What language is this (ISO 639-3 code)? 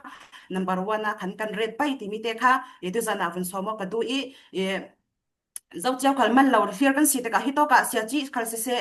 cfm